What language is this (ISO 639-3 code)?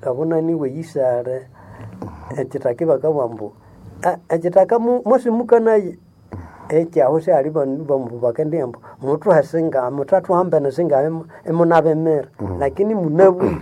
nnb